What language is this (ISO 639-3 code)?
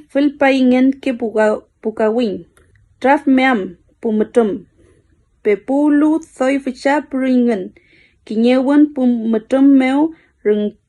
arn